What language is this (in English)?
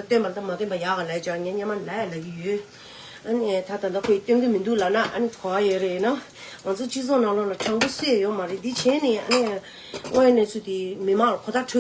Tibetan